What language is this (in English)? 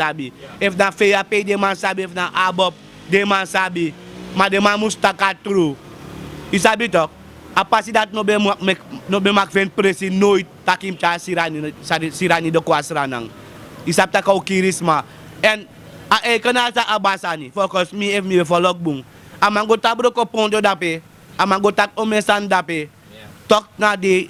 Sranan Tongo